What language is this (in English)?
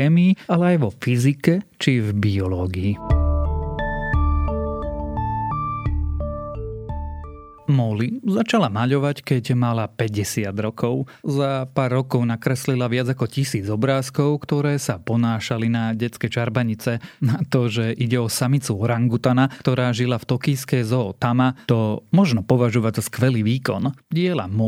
Slovak